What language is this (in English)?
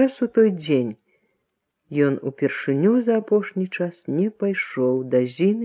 Belarusian